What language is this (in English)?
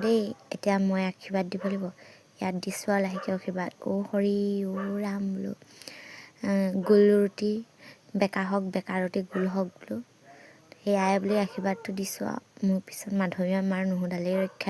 Assamese